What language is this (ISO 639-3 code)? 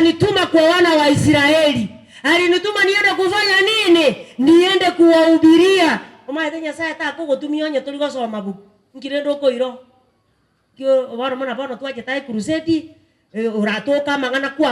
guz